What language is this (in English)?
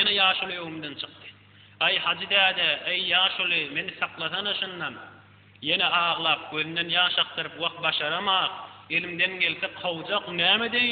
Turkmen